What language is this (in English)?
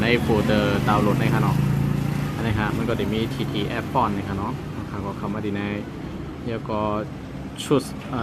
Shan